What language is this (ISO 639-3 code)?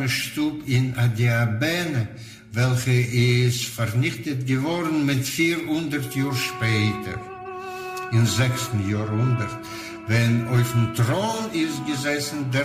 yid